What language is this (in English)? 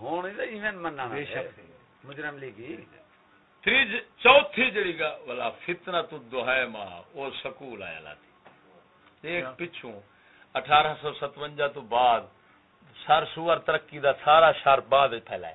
Saraiki